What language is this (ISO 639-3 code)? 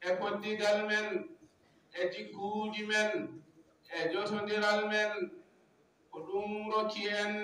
ful